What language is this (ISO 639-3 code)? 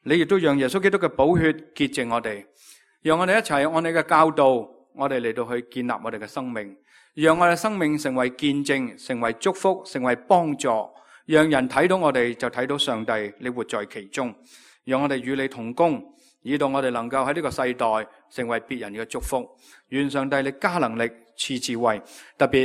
yue